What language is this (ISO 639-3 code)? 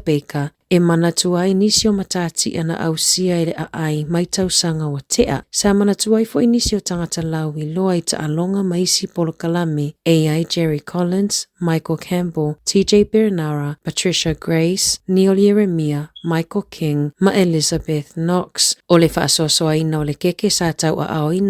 smo